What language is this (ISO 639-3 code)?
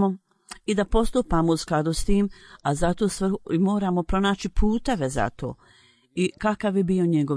bos